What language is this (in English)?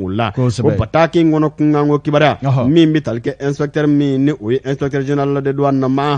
Bambara